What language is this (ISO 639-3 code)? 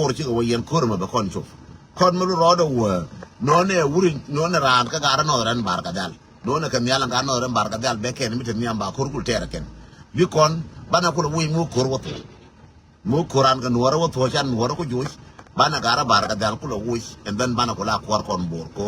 nus